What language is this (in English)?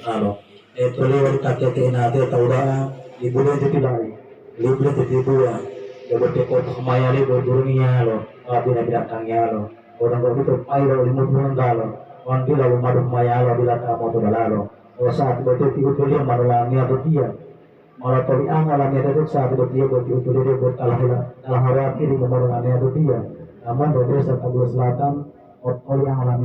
Gorontalo